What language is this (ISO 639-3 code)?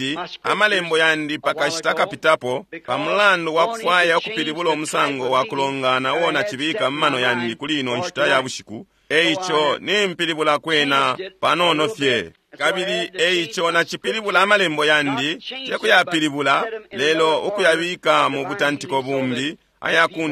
bem